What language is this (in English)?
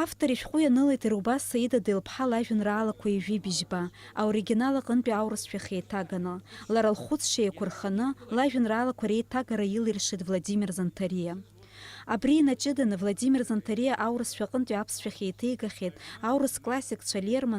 Abkhazian